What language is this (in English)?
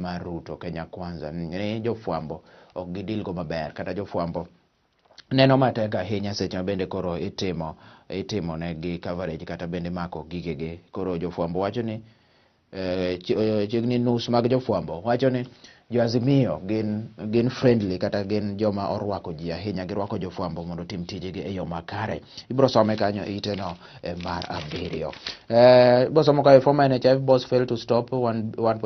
Luo (Kenya and Tanzania)